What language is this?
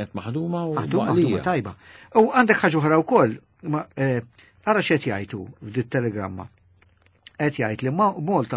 Maltese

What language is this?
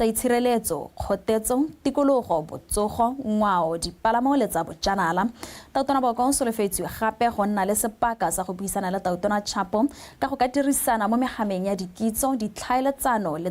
Tswana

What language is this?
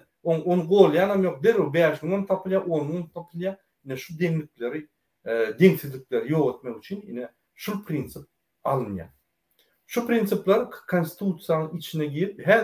Turkmen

